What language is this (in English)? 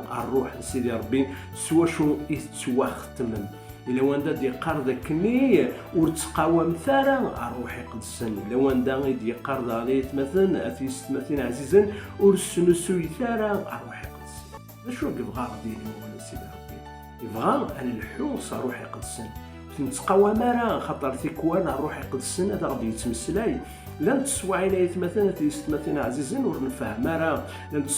Kabyle